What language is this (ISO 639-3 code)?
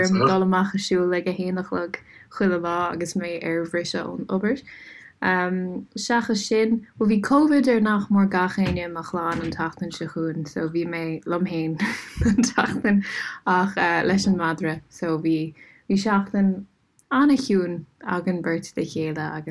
gle